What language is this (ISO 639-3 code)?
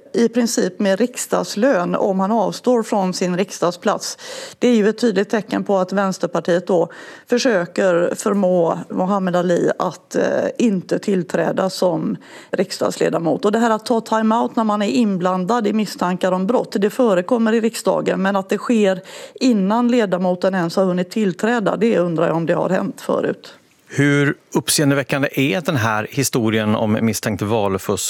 swe